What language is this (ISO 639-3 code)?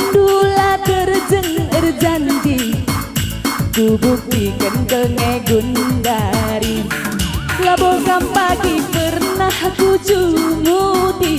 btx